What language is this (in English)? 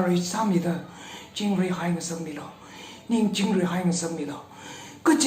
Tangkhul Naga (India)